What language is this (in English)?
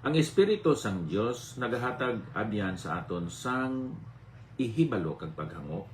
Hiligaynon